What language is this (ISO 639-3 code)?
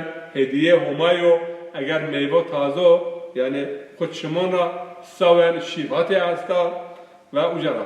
zza